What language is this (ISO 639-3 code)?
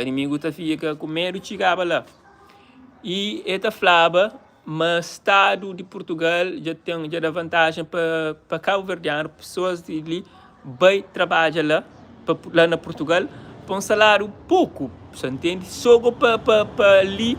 kea